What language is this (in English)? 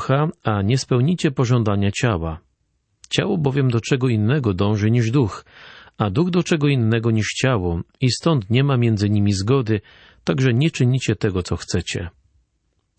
Polish